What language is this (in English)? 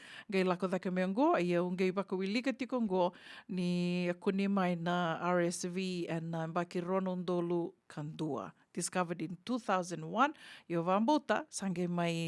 Fijian